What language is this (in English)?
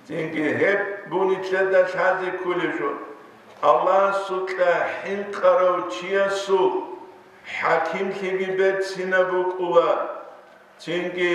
Avaric